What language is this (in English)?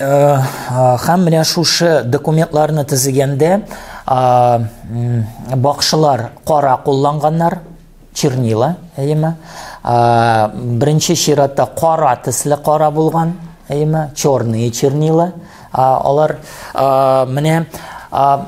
Tatar